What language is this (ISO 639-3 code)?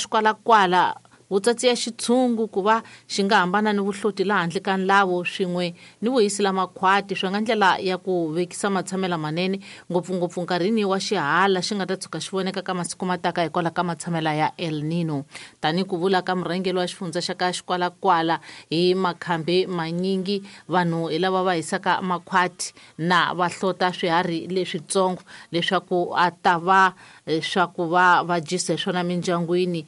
tso